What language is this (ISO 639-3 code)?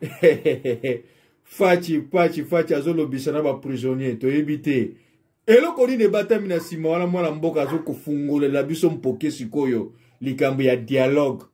lin